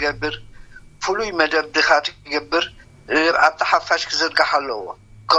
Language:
Tigrinya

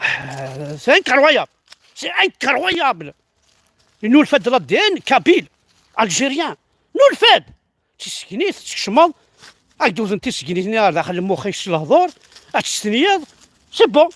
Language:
Kabyle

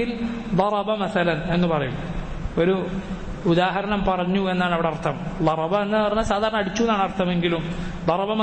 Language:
Malayalam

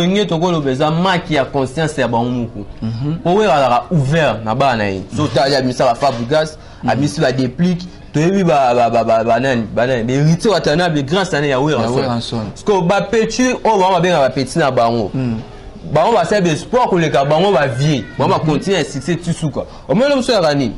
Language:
Lingala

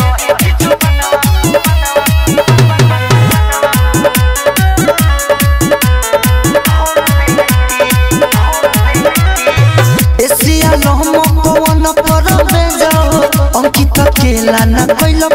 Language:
Bhojpuri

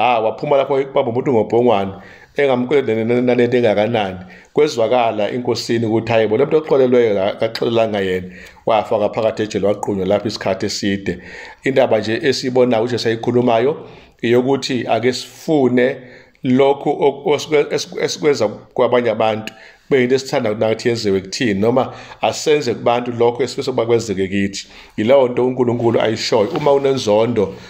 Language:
Zulu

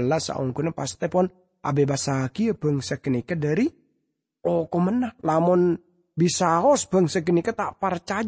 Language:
Madurese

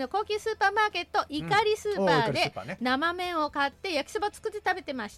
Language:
Japanese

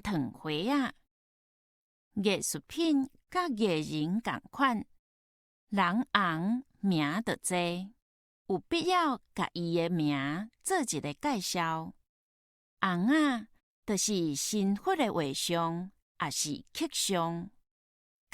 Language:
Min Nan Chinese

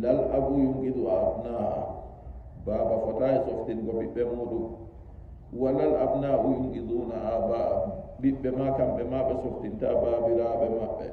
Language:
Nigerian Fulfulde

